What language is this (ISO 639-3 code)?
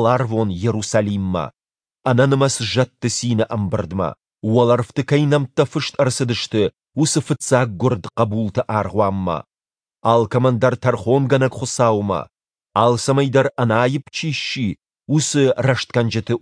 oss